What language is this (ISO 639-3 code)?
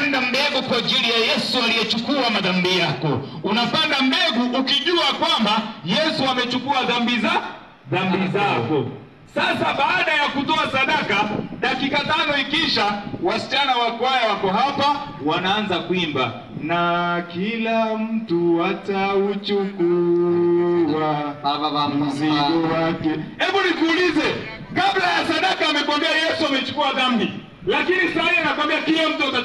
swa